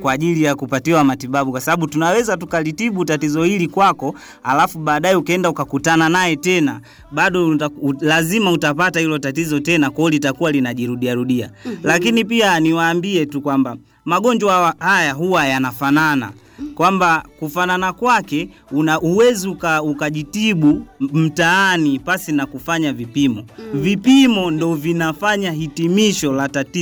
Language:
Swahili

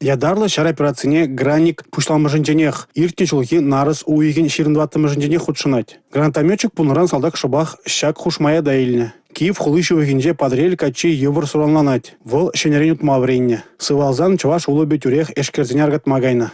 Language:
Chuvash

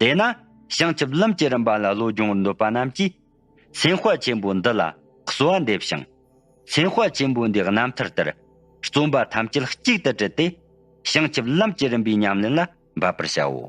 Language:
Tibetan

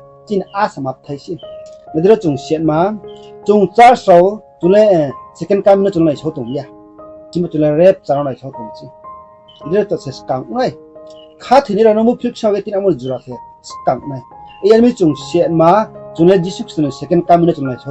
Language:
Riang (India)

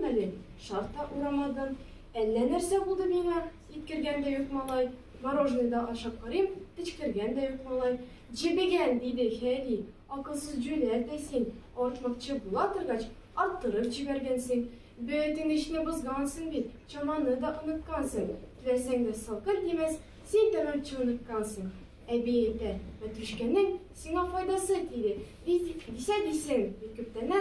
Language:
Tatar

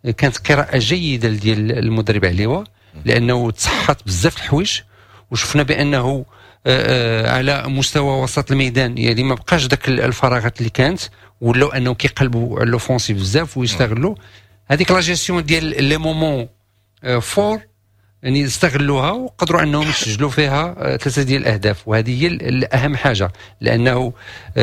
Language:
Moroccan Arabic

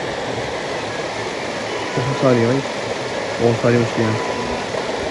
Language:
Hindi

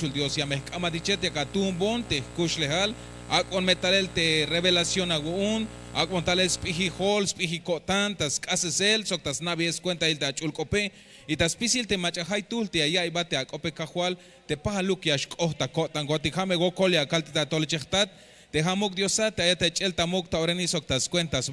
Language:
Tzeltal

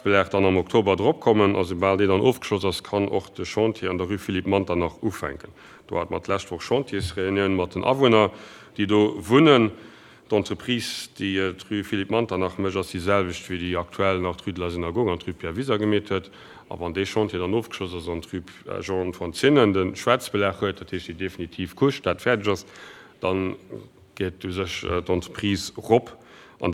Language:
Luxembourgish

